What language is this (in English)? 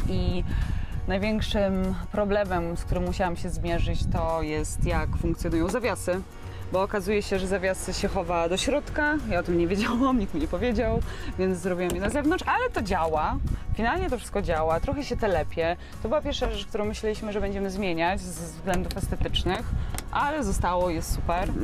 Polish